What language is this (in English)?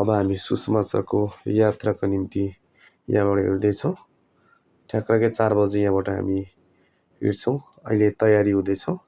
Nepali